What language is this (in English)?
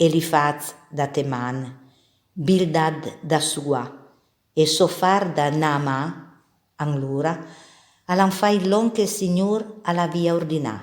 Piedmontese